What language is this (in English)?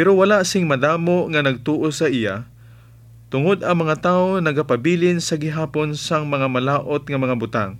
Hiligaynon